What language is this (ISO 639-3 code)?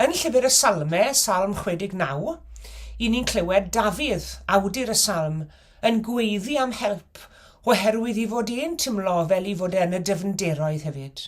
cym